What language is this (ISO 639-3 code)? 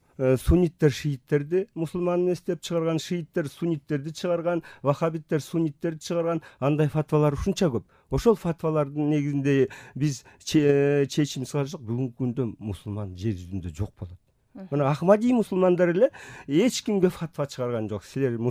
kir